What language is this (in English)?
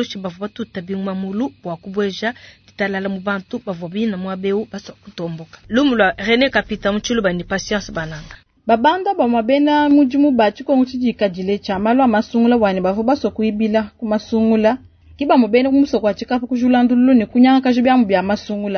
Luba-Lulua